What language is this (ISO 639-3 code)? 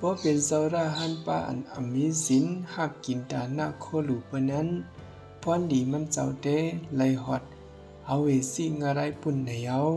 shn